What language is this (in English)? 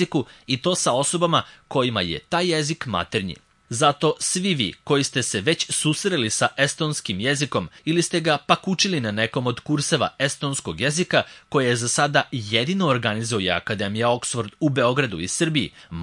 Serbian